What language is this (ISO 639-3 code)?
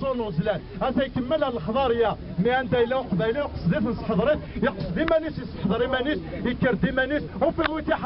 kab